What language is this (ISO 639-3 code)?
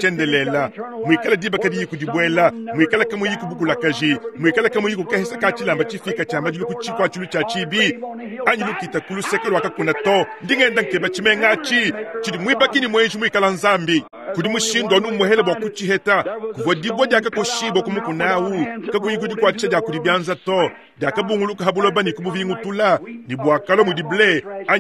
lua